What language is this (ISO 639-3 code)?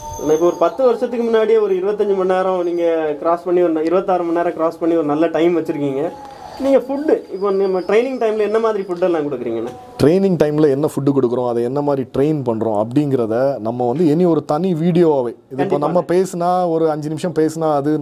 tam